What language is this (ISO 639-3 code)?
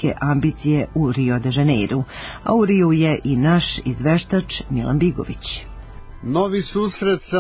srp